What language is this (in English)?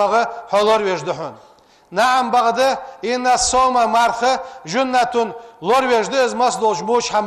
Ingush